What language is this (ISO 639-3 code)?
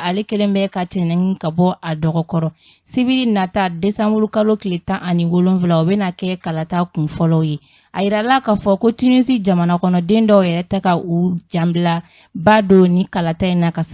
bam